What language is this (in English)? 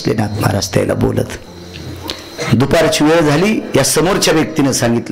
Marathi